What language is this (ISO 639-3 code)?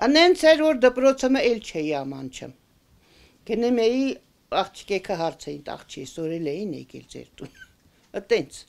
hye